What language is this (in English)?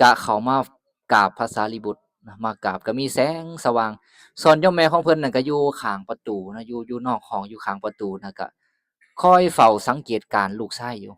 Lao